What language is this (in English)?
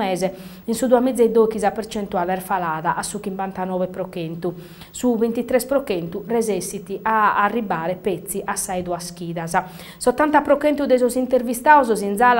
Sardinian